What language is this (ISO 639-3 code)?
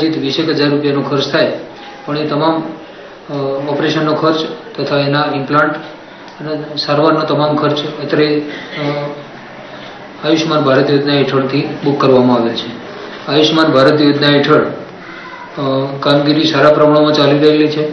guj